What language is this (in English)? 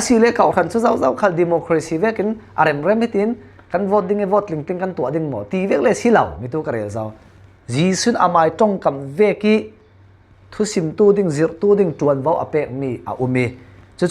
Falam Chin